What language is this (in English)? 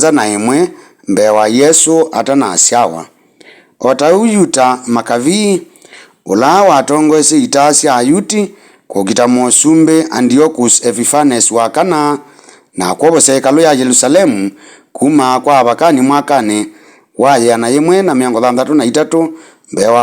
Kamba